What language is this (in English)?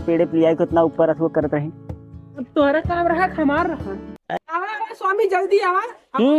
Awadhi